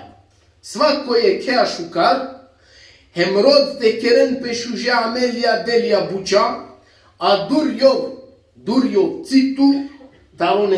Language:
Balkan Romani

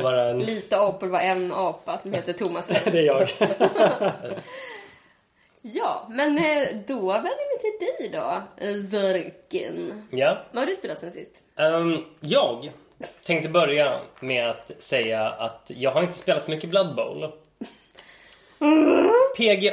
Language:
Swedish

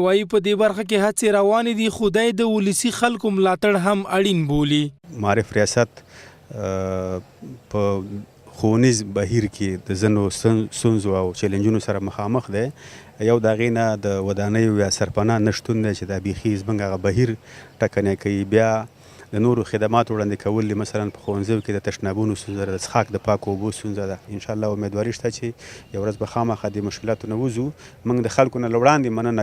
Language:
Pashto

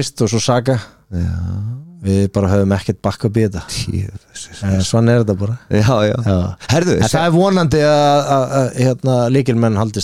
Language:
Icelandic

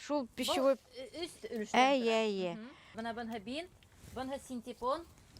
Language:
Bashkir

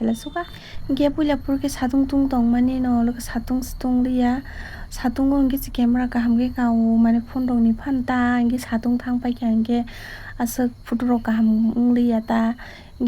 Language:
Kok Borok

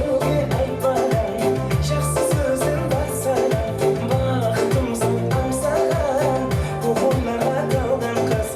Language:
Kara-Kalpak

